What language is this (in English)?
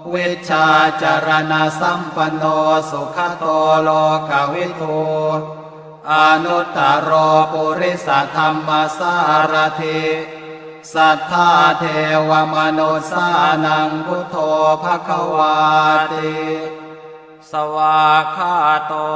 Pali